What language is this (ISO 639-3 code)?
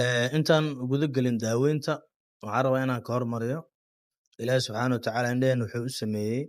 som